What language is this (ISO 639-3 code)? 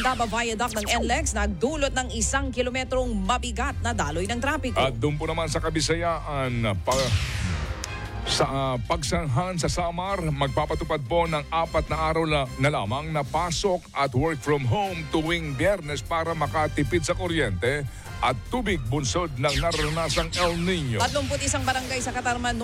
fil